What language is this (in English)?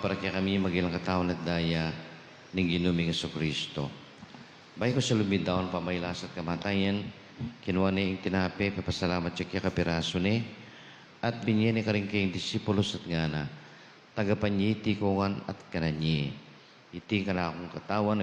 Pampanga